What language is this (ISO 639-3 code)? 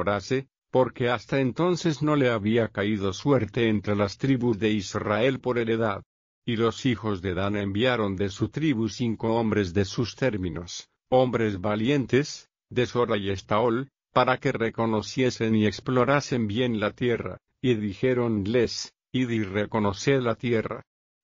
spa